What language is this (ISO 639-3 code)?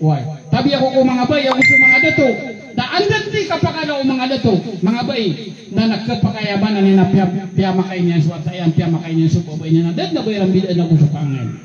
mrw